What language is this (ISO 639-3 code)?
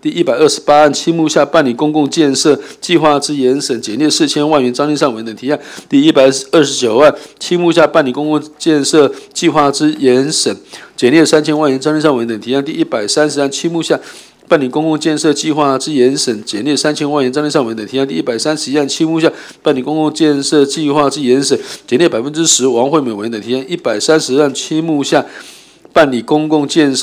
zho